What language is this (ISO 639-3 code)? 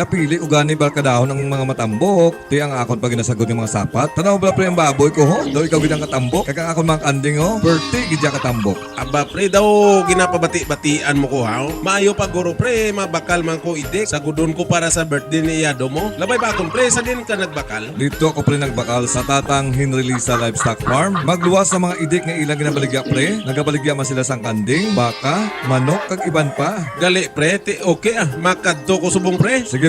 hil